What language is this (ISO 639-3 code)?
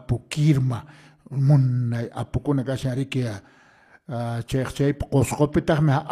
que